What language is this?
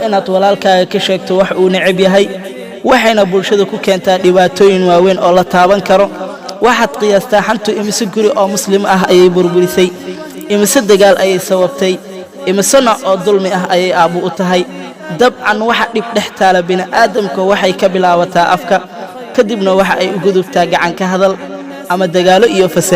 Somali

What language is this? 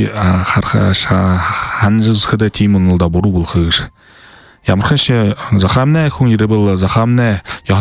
Buriat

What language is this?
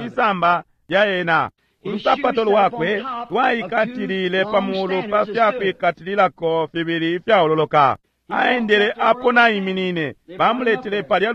Bemba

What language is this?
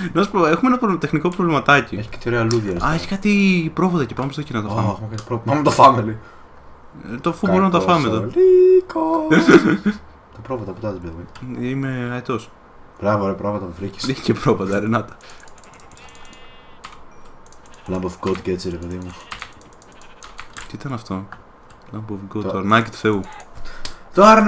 Greek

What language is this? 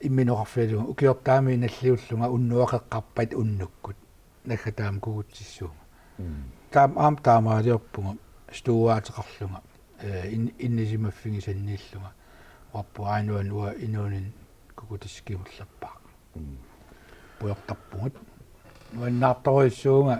Kalaallisut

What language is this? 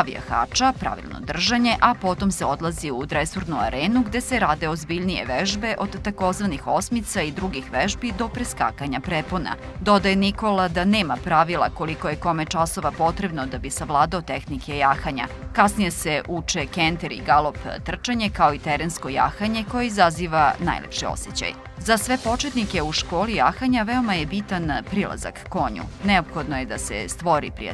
Serbian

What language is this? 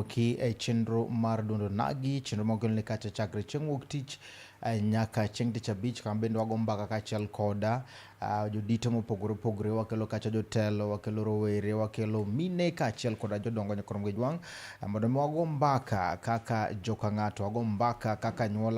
Luo (Kenya and Tanzania)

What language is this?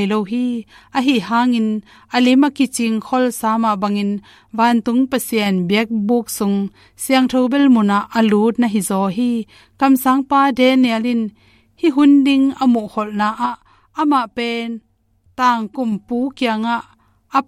Tedim Chin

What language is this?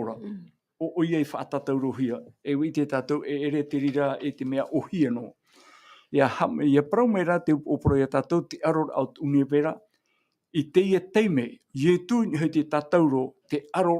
Tahitian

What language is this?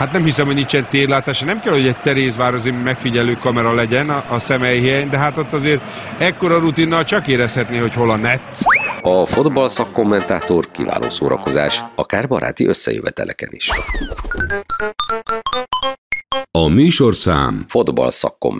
Hungarian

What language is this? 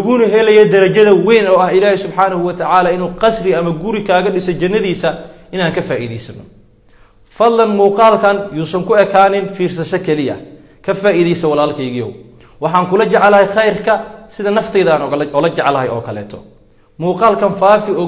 Somali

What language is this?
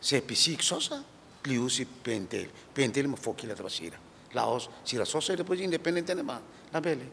Tetum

